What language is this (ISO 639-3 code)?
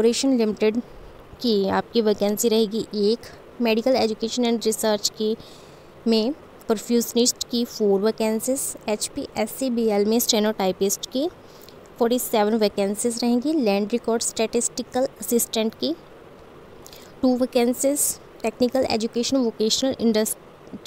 hin